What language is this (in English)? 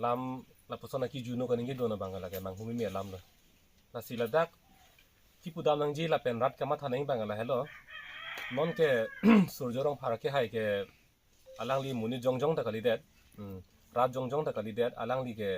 Karbi